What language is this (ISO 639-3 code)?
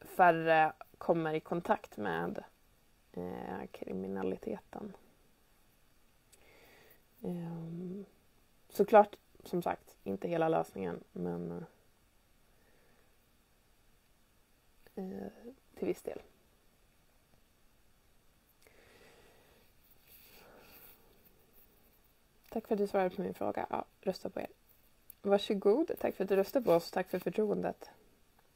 swe